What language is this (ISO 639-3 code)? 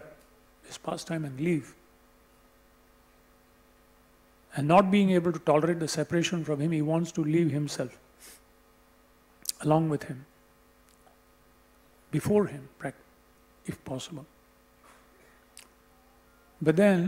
eng